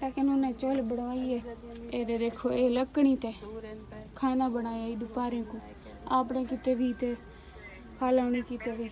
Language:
Saraiki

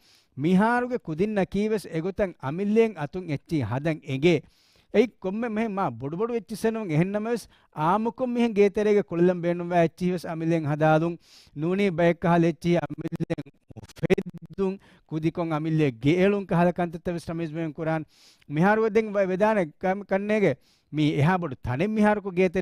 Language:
Divehi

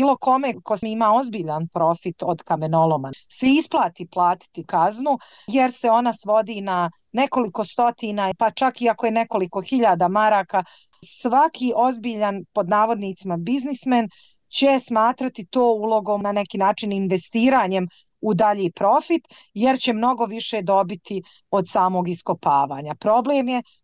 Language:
Bosnian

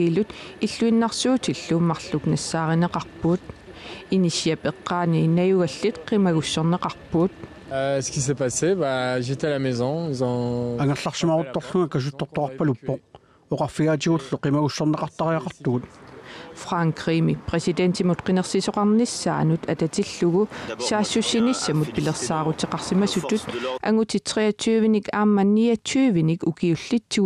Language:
Kalaallisut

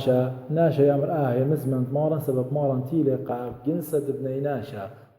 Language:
Assyrian Neo-Aramaic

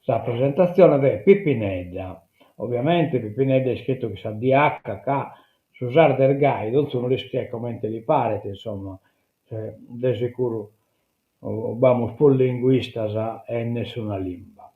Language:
Sardinian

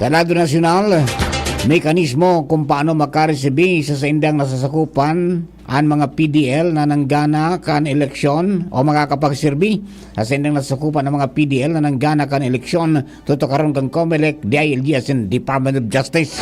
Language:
Bikol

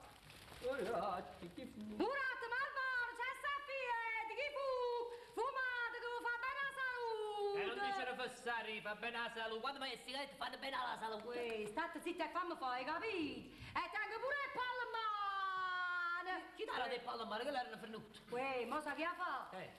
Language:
Neapolitan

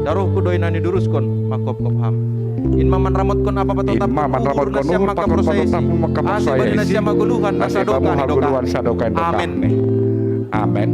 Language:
Batak Simalungun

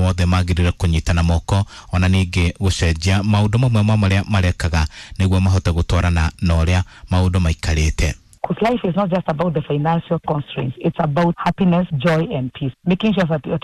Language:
Kikuyu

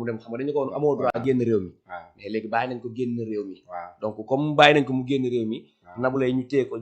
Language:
Wolof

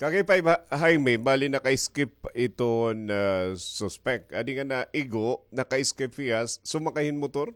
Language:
Waray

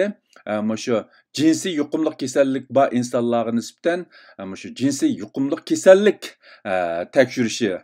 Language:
Uyghur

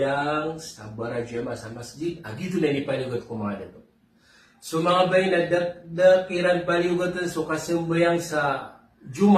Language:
Maranao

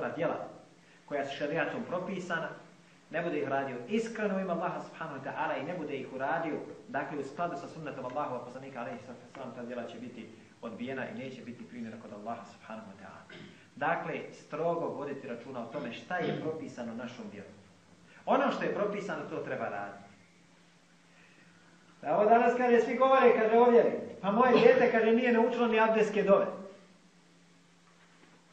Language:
Bosnian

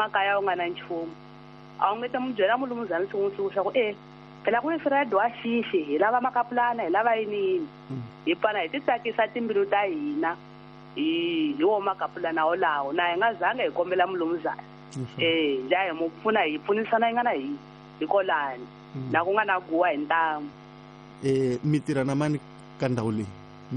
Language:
Tsonga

